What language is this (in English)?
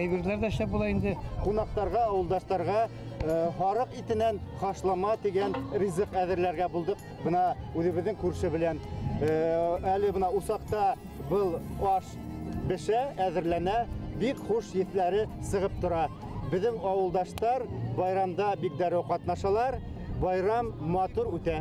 Bashkir